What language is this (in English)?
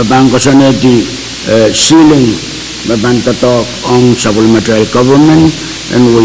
Pohnpeian